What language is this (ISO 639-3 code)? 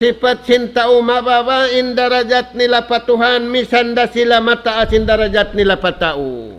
tsg